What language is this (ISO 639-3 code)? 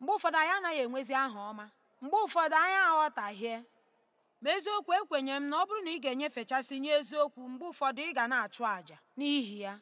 ibo